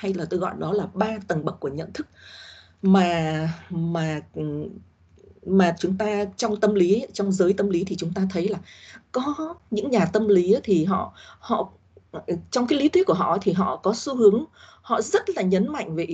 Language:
Vietnamese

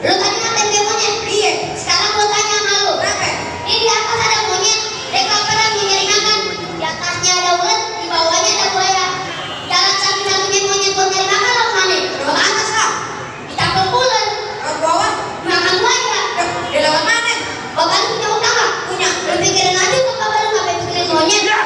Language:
Betawi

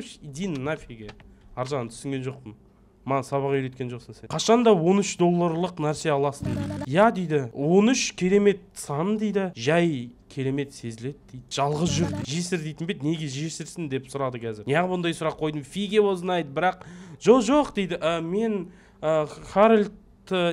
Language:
Kazakh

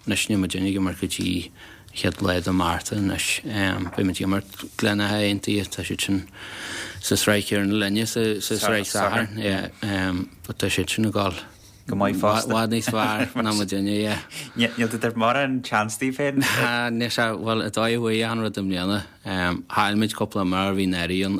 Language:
Irish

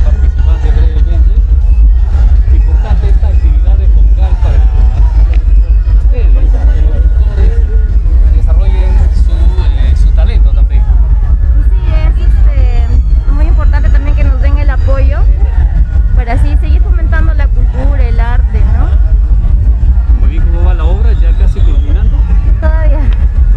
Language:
Spanish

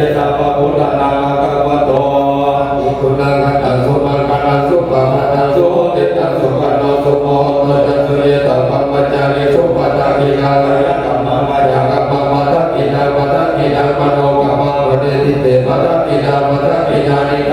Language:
Pali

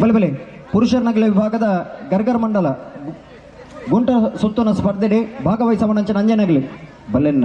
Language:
Tulu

